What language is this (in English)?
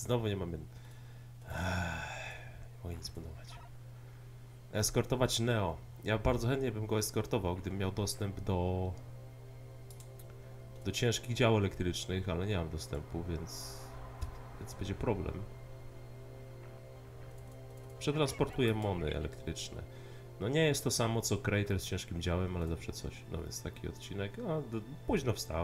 Polish